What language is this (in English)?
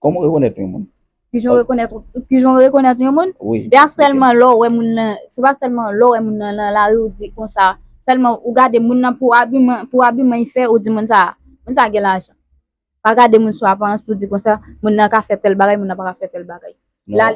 Haitian Creole